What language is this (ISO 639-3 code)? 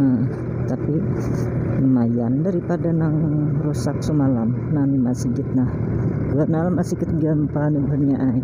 bjn